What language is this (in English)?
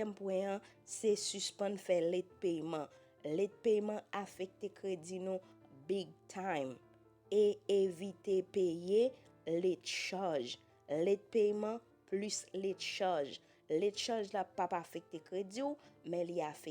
Haitian Creole